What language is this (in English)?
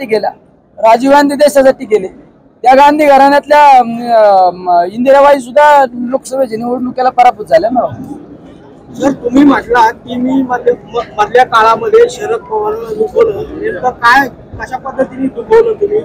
Marathi